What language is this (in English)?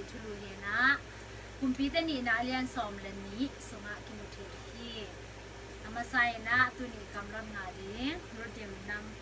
Tedim Chin